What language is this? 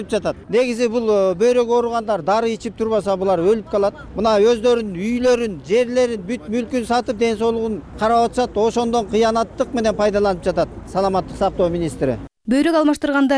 Kyrgyz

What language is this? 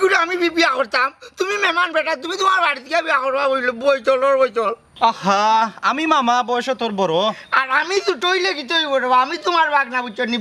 Sylheti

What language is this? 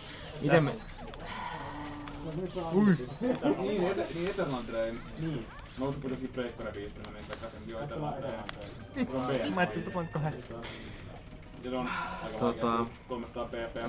Finnish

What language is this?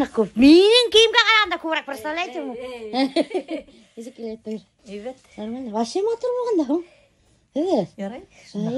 Bashkir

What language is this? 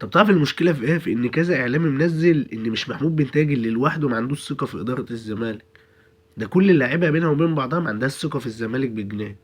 Egyptian Arabic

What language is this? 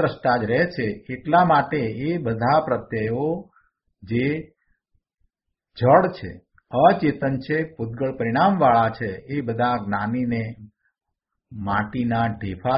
Gujarati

